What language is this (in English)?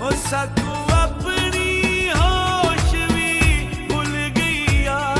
Pahari-Potwari